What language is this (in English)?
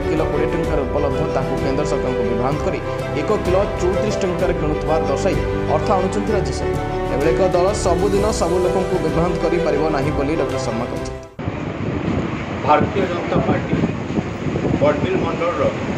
Odia